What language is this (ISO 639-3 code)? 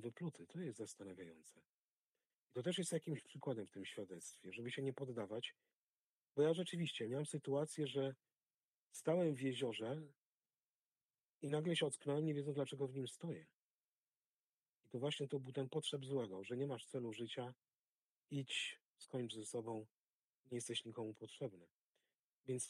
pol